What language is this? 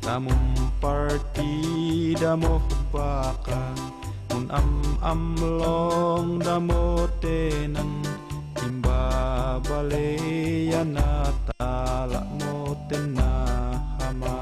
Tuwali Ifugao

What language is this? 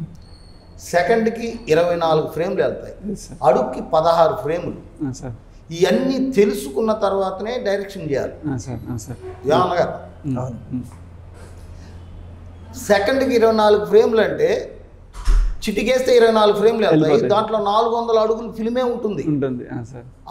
Telugu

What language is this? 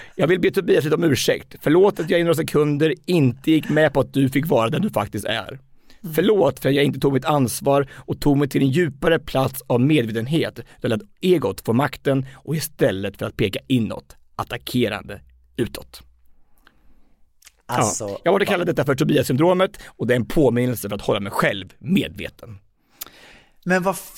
Swedish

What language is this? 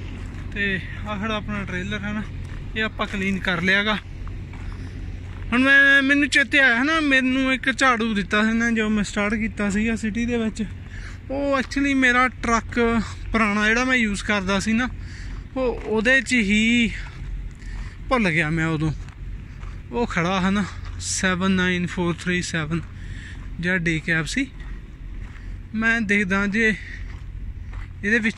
Punjabi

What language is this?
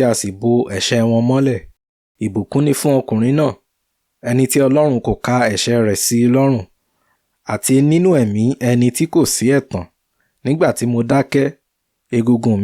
Yoruba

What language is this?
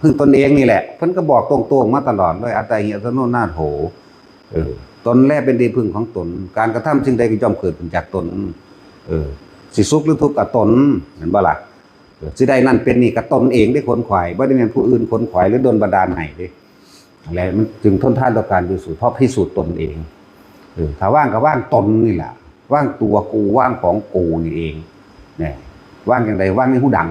Northeastern Thai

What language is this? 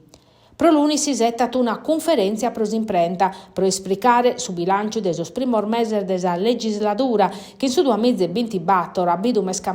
Sardinian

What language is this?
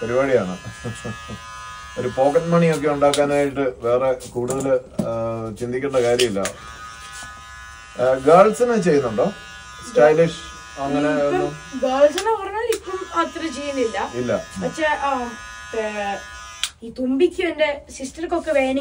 Malayalam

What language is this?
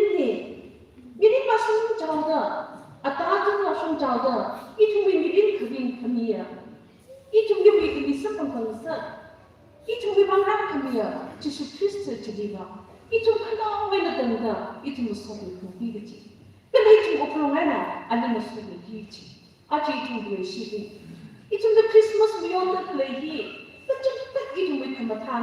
Tangkhul Naga (India)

